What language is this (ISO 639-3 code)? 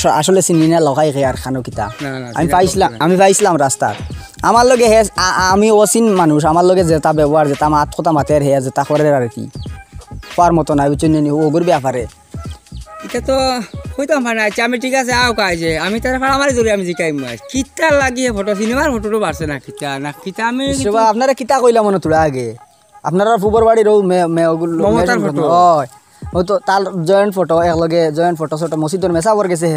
syl